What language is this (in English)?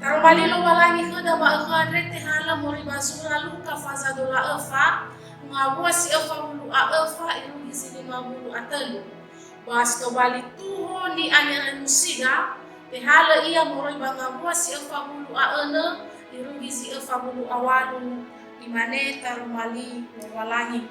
Nias